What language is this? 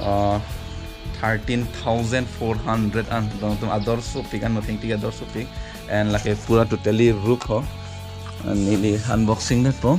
Karbi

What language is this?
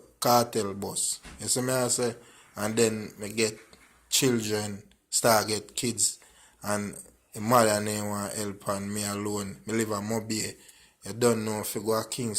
Jamaican Creole English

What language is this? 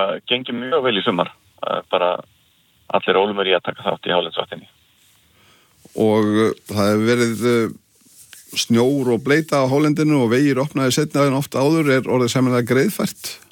Icelandic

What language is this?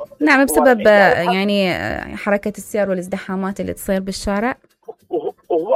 Mesopotamian Arabic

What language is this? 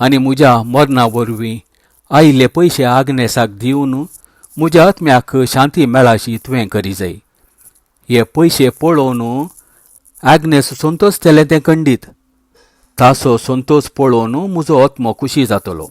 Konkani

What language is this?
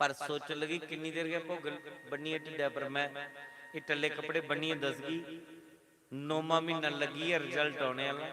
Dogri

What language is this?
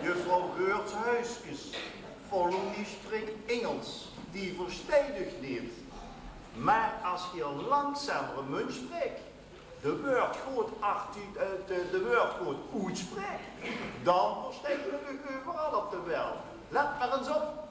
Limburgish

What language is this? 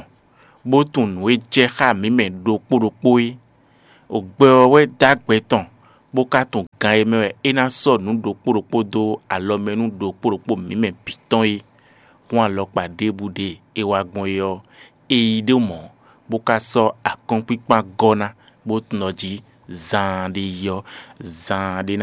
Fon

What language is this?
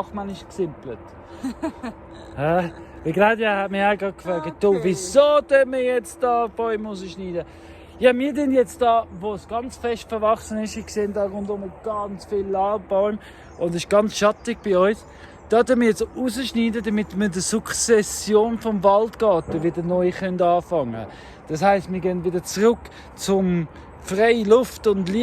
Swiss German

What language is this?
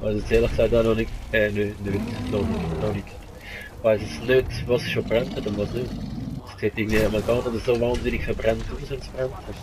Swiss German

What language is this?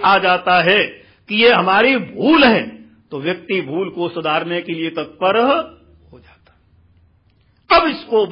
Hindi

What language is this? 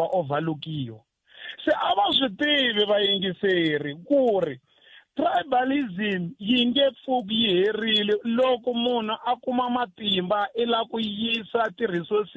Tsonga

